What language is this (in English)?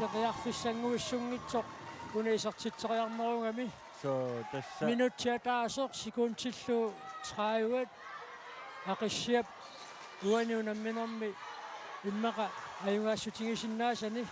Kalaallisut